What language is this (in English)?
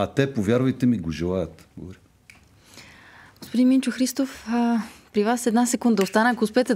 Bulgarian